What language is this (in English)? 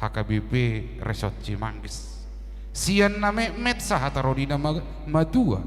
Batak Toba